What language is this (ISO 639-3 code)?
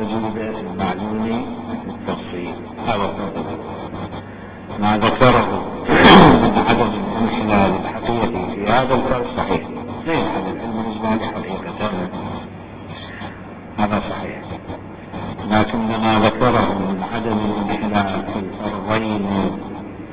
ara